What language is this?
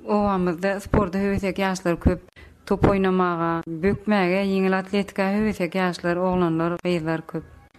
Turkmen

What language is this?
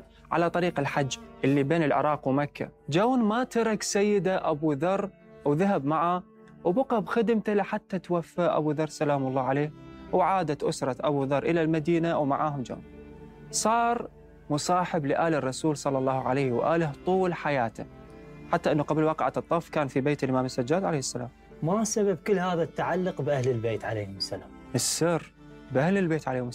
Mesopotamian Arabic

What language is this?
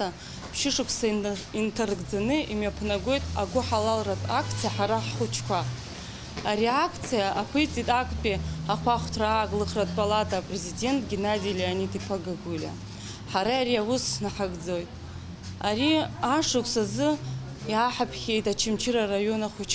Abkhazian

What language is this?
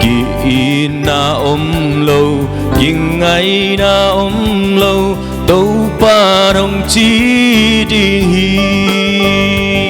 Tedim Chin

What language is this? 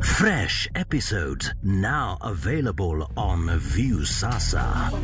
Luo (Kenya and Tanzania)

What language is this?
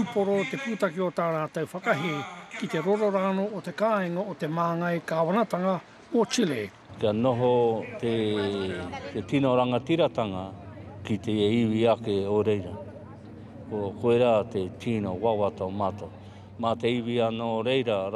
Māori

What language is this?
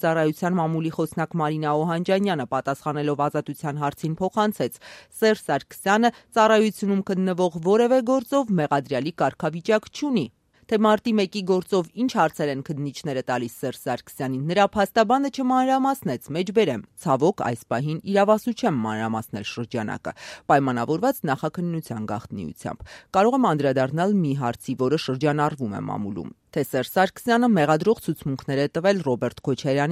Armenian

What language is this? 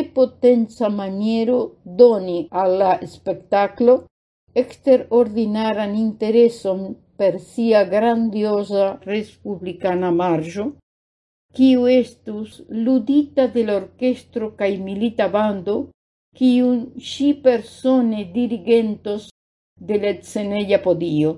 Esperanto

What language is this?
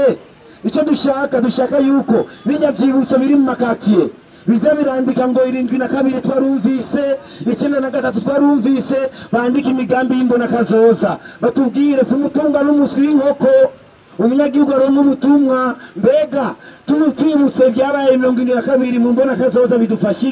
Rundi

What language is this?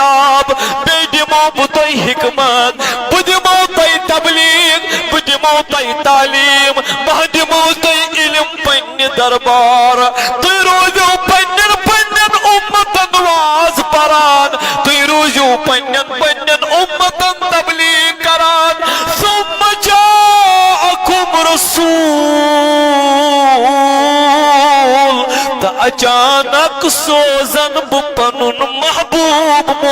Kashmiri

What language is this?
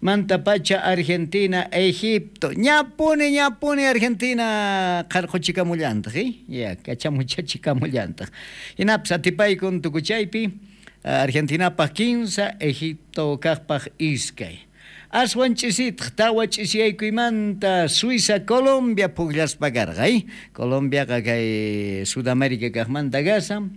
South Bolivian Quechua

